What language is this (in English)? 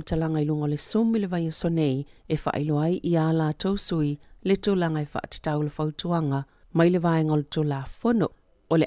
Samoan